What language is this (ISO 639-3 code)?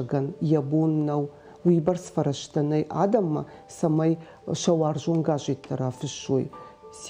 oss